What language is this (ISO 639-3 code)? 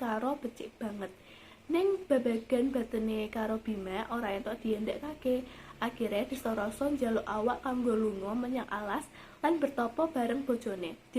jav